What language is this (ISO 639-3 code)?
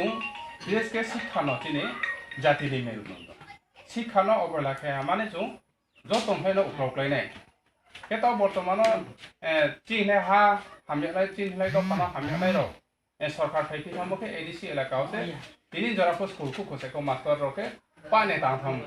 ria